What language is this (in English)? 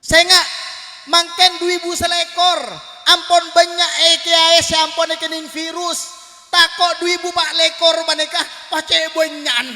Madurese